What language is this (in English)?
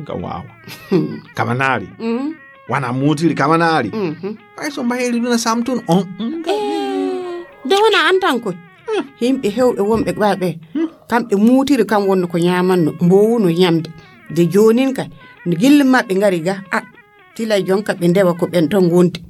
Nigerian Fulfulde